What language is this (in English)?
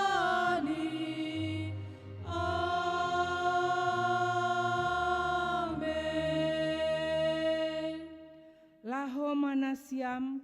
Batak Simalungun